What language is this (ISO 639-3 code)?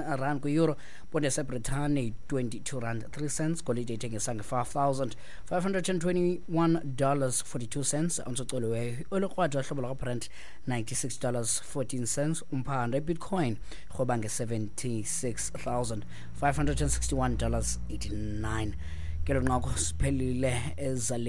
xho